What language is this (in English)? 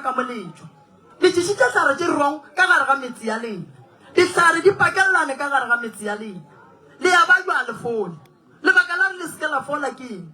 Northern Sotho